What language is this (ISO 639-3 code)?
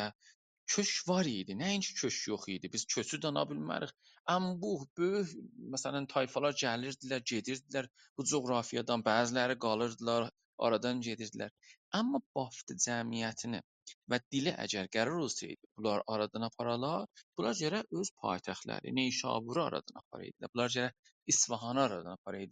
azb